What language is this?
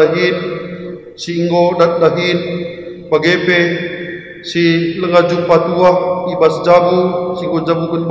Batak Karo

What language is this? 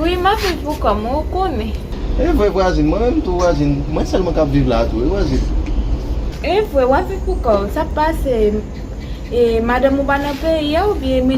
Haitian Creole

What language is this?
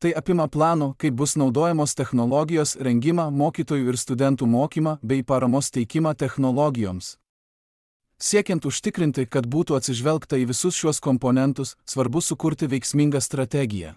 Lithuanian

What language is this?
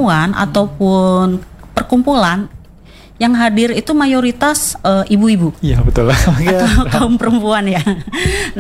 Indonesian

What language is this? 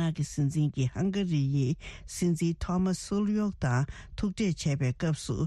Tibetan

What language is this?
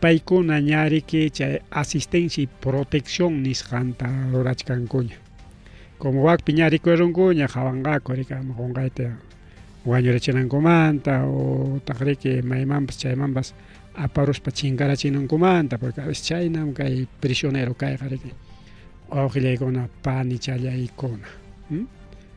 Ayacucho Quechua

